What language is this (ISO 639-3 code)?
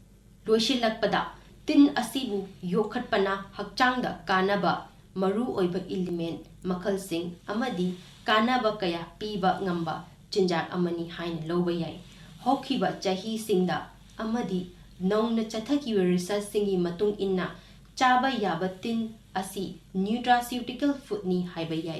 mni